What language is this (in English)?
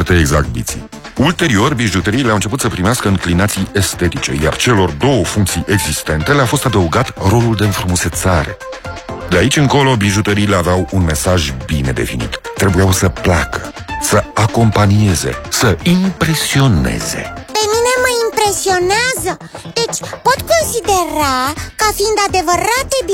Romanian